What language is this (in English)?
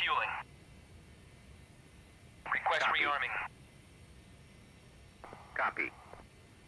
Swedish